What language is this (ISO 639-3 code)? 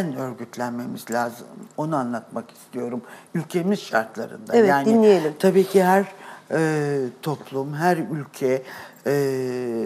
tur